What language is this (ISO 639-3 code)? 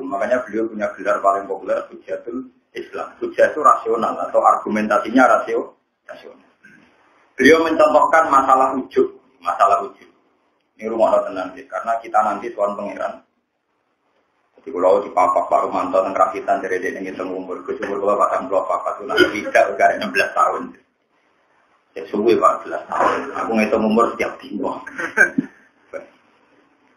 ind